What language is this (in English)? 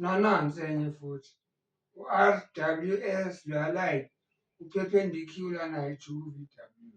Zulu